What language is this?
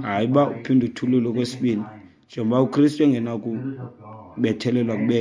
Xhosa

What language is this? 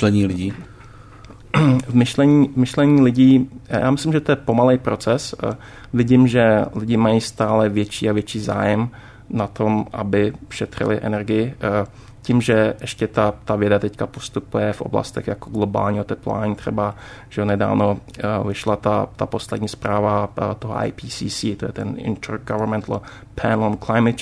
Czech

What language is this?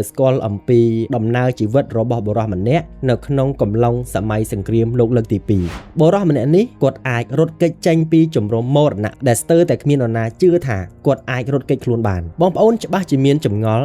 Khmer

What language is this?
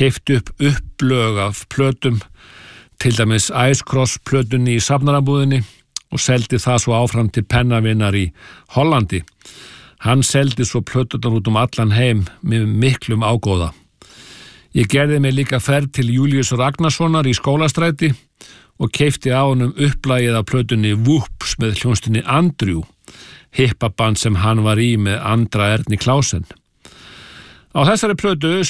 Icelandic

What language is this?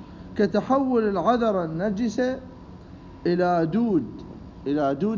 Mesopotamian Arabic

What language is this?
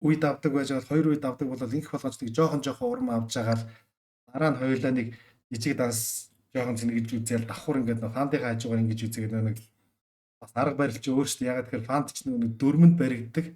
Mongolian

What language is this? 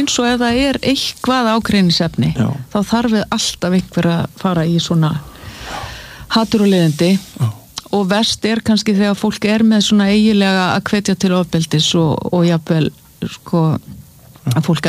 Icelandic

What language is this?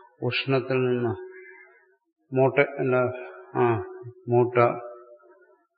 Malayalam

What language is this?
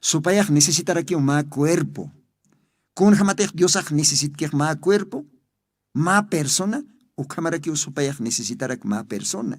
Aymara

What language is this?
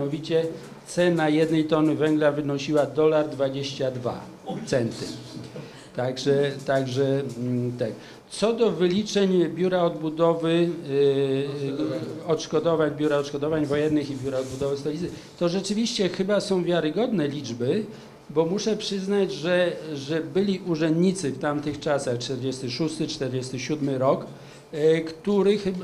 Polish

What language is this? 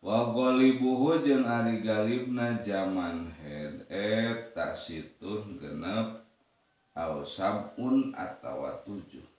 Sundanese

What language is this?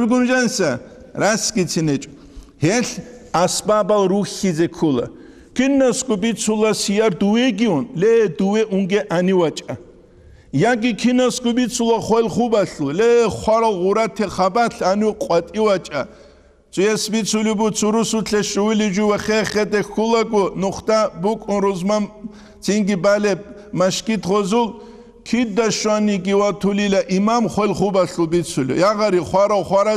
Avaric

